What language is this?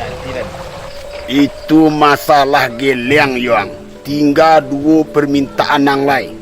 Minangkabau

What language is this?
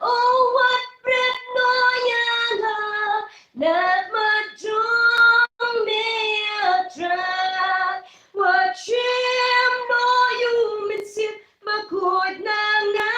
Khasi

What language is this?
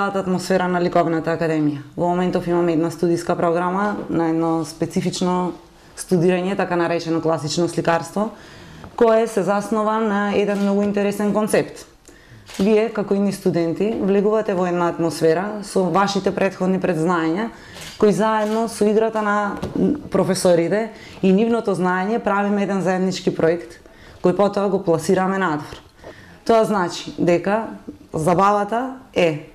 Macedonian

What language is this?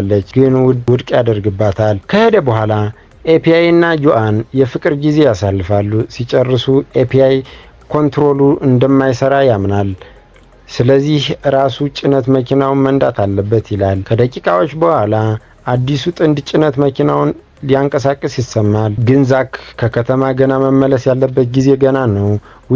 Amharic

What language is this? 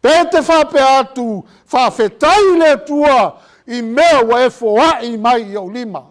Samoan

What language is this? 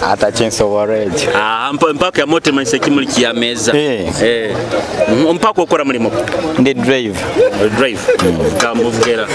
Nyoro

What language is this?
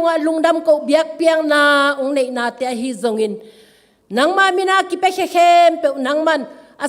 Tedim Chin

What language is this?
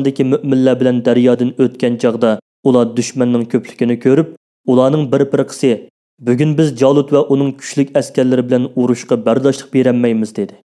Uyghur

